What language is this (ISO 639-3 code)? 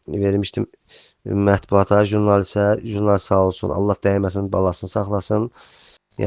aze